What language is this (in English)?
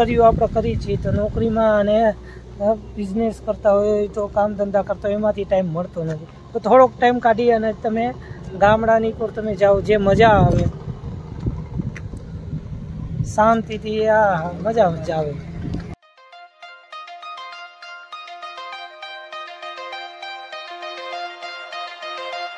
Gujarati